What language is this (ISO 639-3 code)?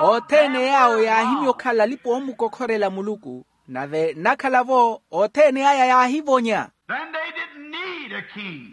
vmw